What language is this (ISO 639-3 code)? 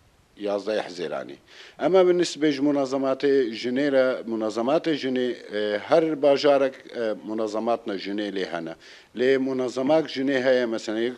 kur